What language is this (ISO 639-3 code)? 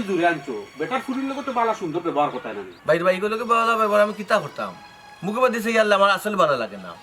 syl